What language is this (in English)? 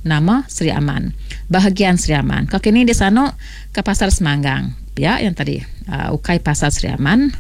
Iban